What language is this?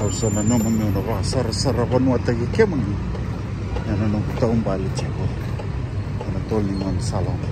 Fijian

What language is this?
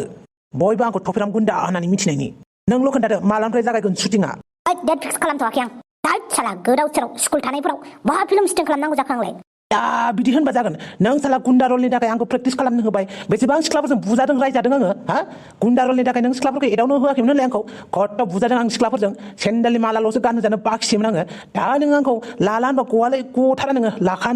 Bodo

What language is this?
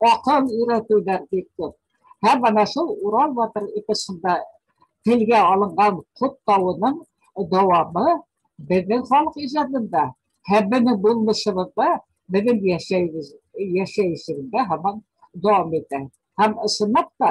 Bashkir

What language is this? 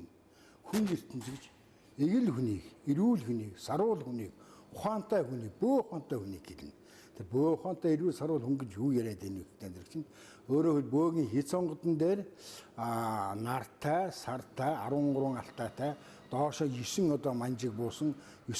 Mongolian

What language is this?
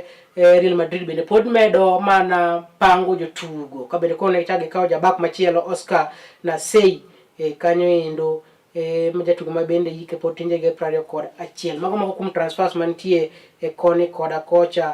Luo (Kenya and Tanzania)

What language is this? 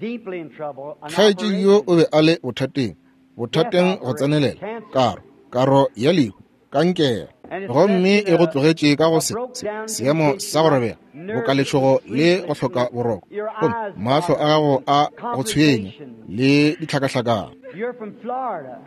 Northern Sotho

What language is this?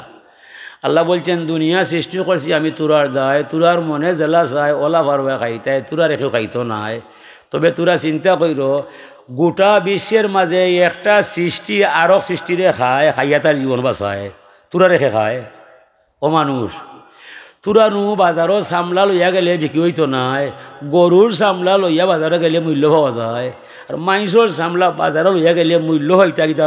Sylheti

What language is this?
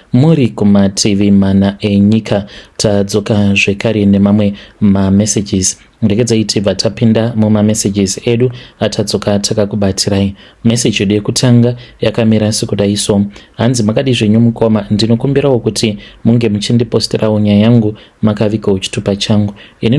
Shona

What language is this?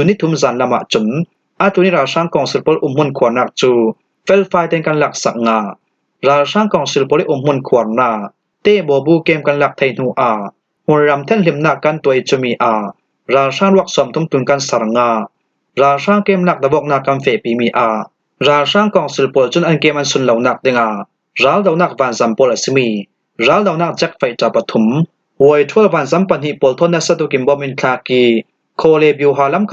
Falam Chin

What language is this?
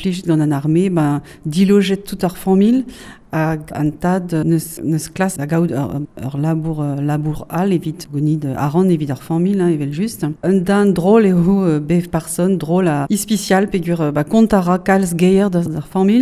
Breton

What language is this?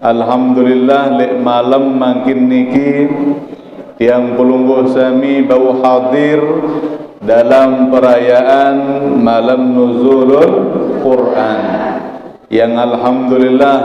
Sasak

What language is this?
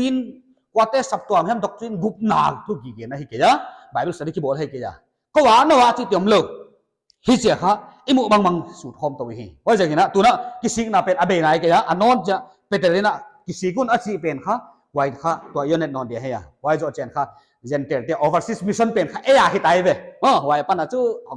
Paite Chin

